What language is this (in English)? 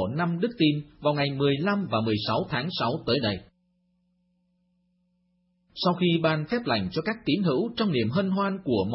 Vietnamese